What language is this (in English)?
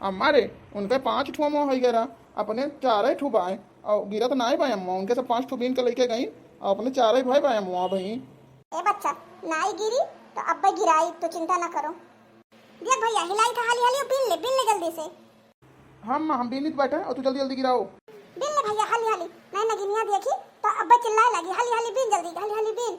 Awadhi